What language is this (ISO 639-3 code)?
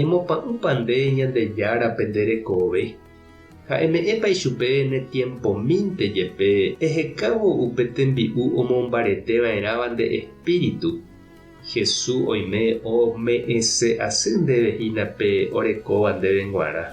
grn